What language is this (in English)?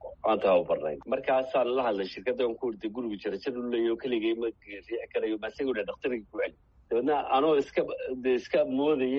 Somali